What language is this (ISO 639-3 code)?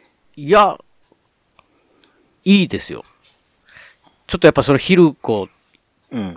jpn